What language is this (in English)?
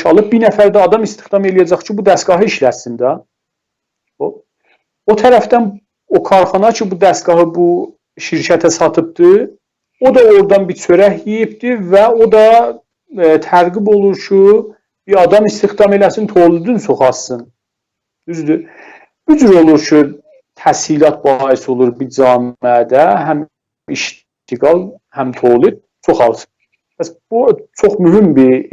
South Azerbaijani